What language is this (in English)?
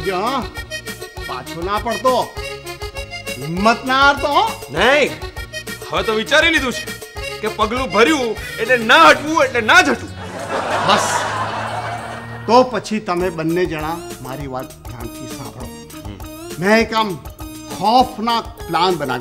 Gujarati